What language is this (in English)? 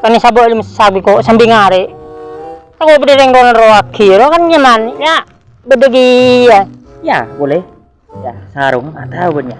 Madurese